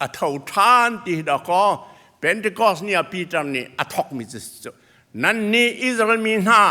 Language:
Hakha Chin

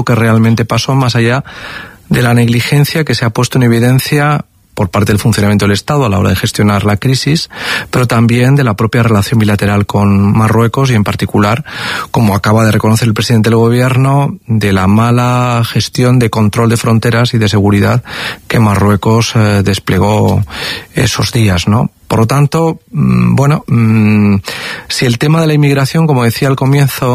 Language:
Spanish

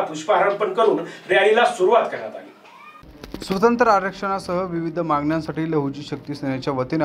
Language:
Marathi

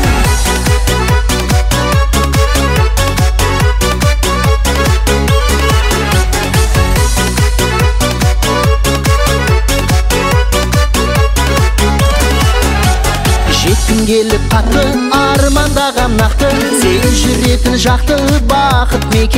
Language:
Kazakh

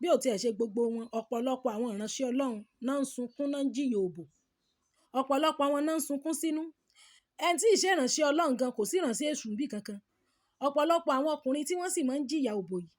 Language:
Yoruba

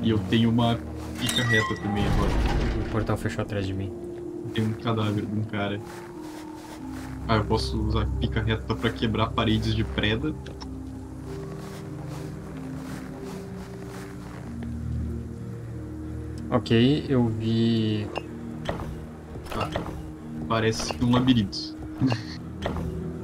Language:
Portuguese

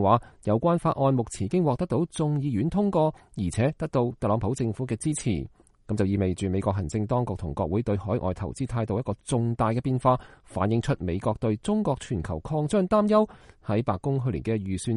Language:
Cantonese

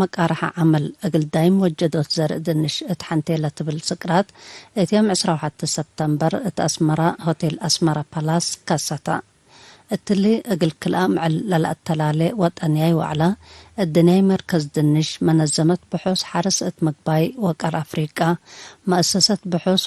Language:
Tigre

